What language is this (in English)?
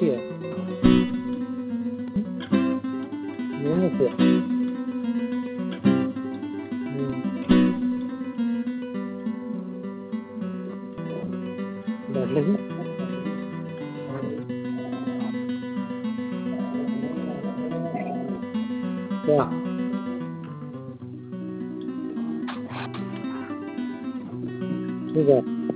Marathi